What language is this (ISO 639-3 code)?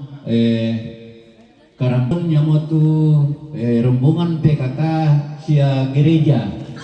sda